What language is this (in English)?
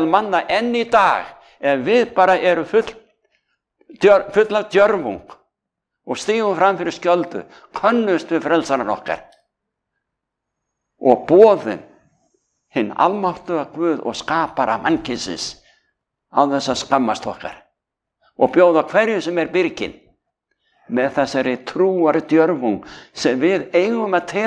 Icelandic